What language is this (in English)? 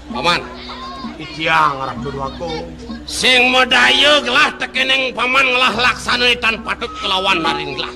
Balinese